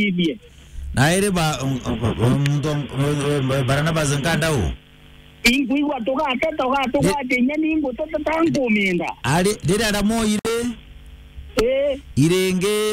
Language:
Meru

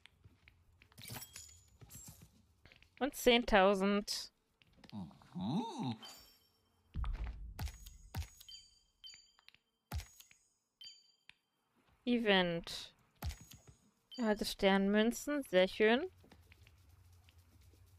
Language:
German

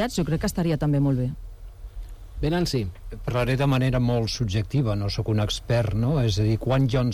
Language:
Catalan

